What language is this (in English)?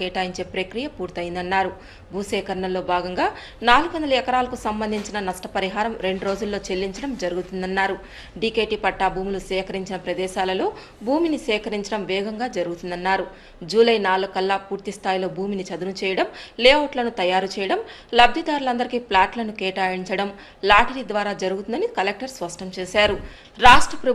Telugu